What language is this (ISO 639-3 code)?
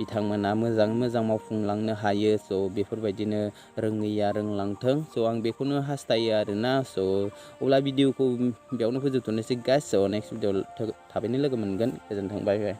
brx